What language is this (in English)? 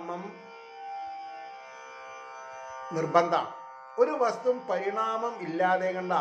Malayalam